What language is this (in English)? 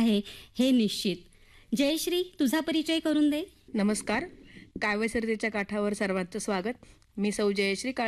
Marathi